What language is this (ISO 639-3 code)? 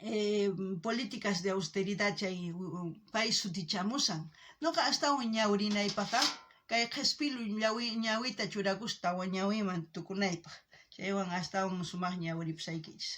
quh